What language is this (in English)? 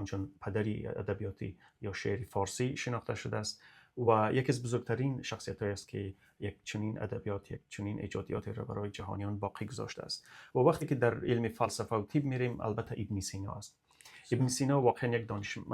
Tajik